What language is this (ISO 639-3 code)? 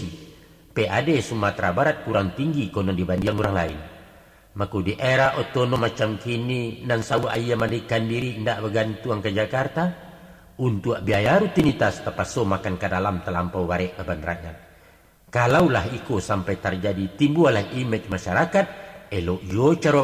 min